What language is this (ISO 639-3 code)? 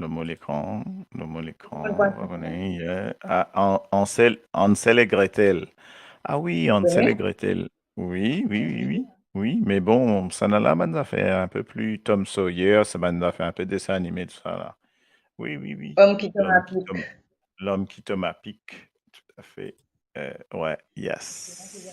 mfe